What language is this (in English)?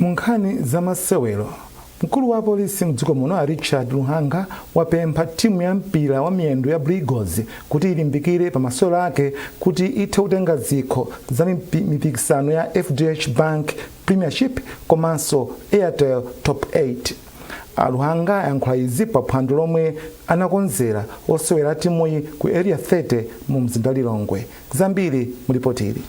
Nyanja